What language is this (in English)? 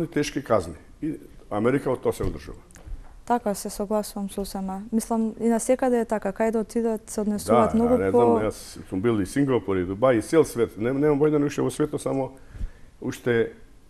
Macedonian